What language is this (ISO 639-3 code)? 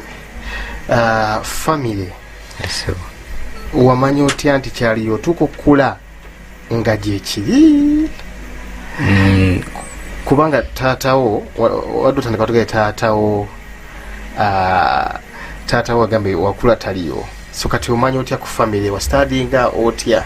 lug